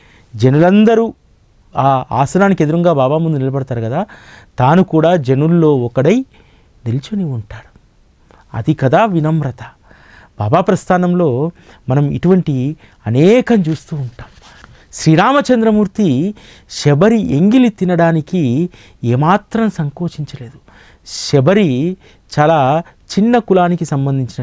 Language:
Telugu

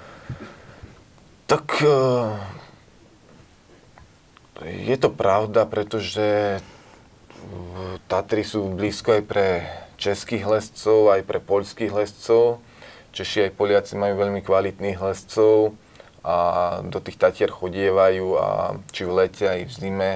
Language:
Slovak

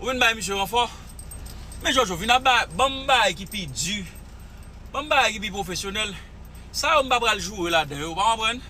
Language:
Haitian Creole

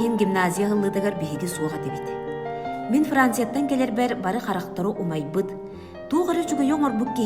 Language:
Yakut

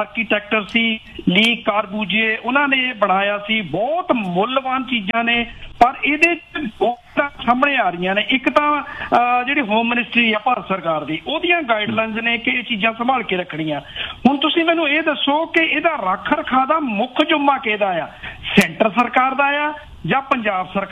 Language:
Punjabi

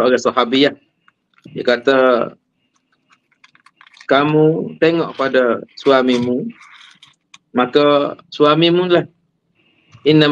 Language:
Malay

